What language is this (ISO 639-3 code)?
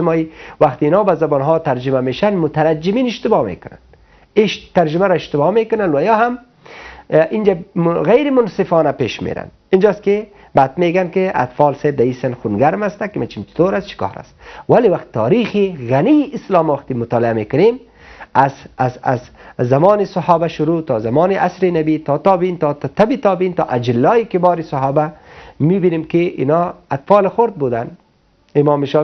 fas